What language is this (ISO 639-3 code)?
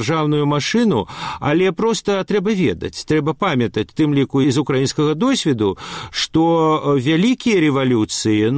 bel